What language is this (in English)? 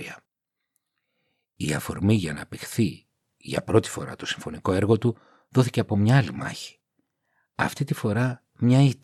Greek